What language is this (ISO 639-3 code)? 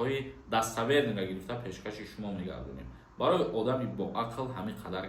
tgk